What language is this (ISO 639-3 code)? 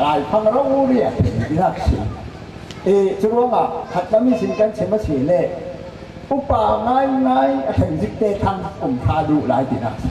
cfm